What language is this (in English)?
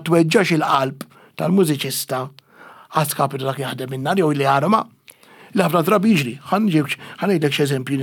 Maltese